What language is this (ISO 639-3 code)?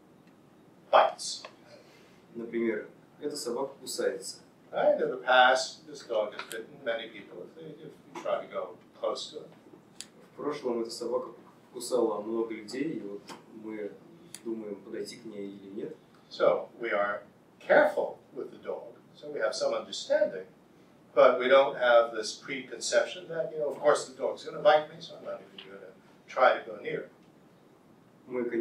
eng